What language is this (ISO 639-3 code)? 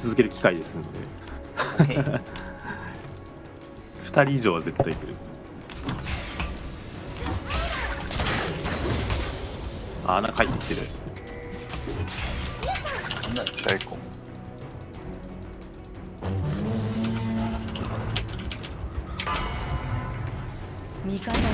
jpn